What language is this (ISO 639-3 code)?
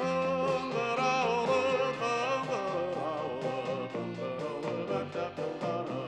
bak